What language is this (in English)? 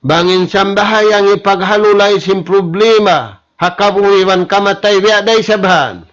Tausug